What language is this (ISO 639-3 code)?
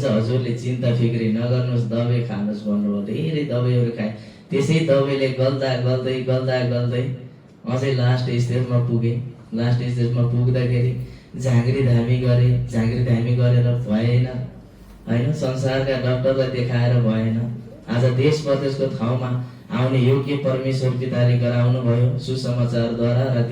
nep